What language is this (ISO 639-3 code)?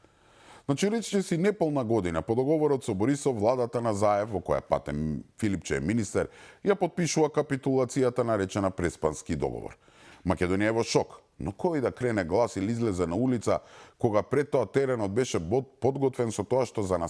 mkd